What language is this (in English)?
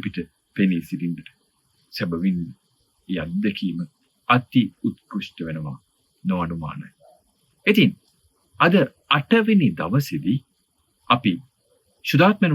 Sinhala